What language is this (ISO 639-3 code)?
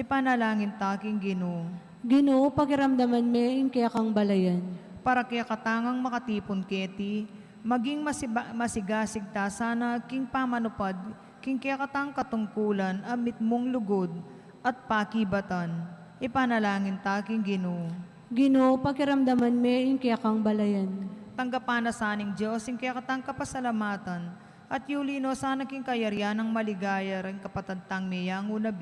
pam